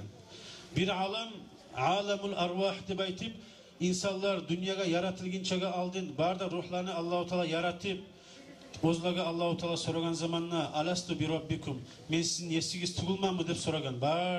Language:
Kumyk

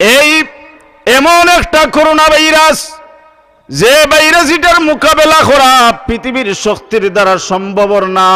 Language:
Sylheti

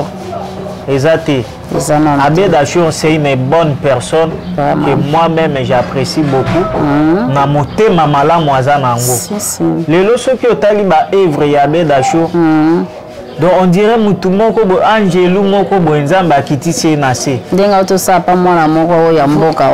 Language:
Lingala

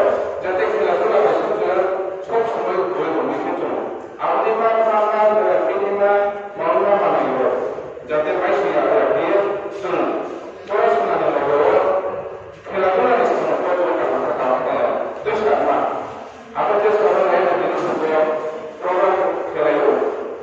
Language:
Riang (India)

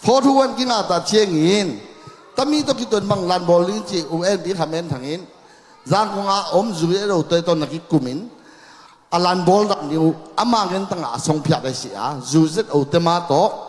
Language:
Tedim Chin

